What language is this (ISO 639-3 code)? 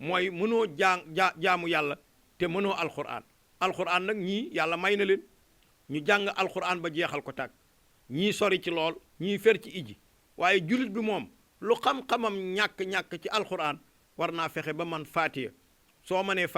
wol